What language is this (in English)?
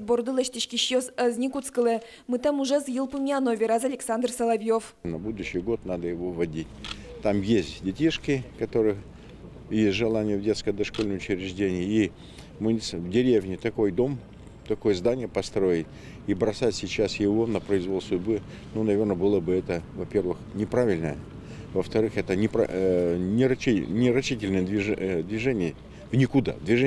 Udmurt